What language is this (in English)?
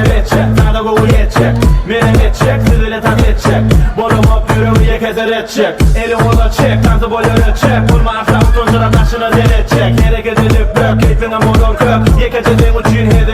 Turkmen